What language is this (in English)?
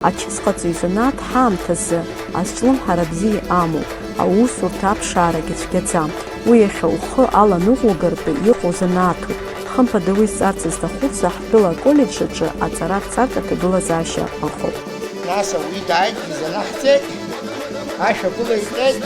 Abkhazian